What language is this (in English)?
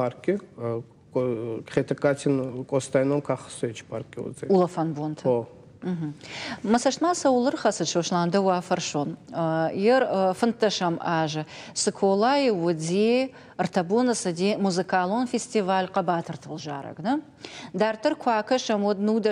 Ossetic